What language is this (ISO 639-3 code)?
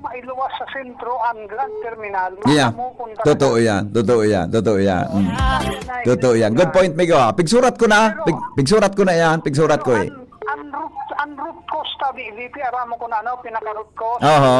bik